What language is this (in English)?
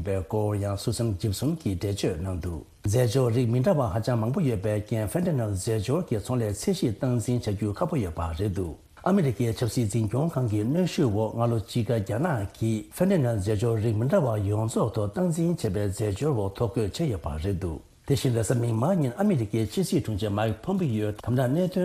Tibetan